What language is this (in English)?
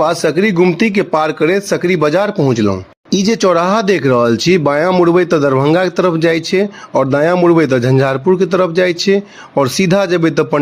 Maithili